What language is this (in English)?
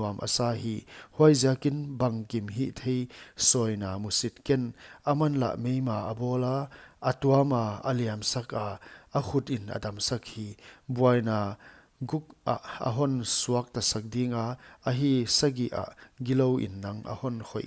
Paite Chin